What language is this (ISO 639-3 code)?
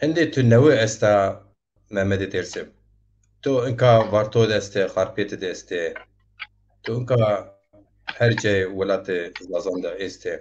zza